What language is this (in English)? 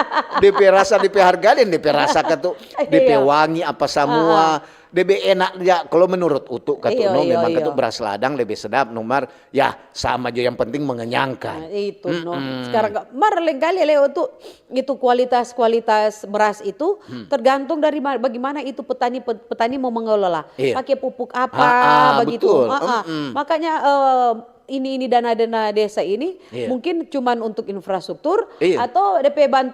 Manado Malay